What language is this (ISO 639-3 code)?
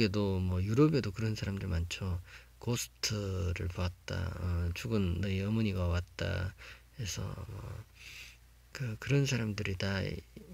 kor